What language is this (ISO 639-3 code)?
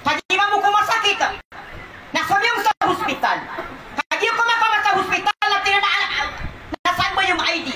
mrw